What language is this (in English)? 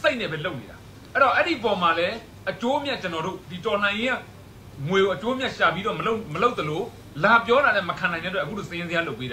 Burmese